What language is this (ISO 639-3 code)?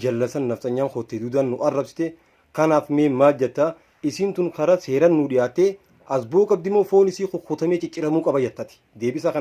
orm